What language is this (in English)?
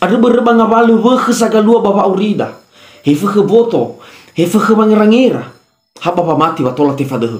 Nias